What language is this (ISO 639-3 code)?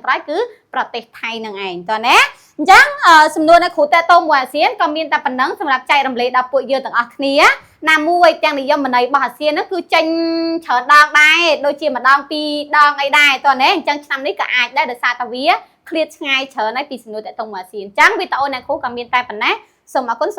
khm